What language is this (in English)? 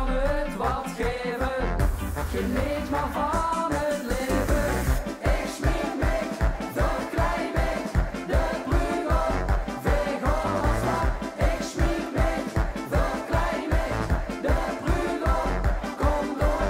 Limburgish